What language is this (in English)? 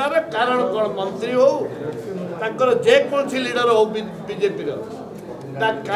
Odia